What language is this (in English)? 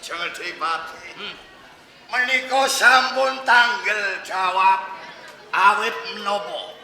Javanese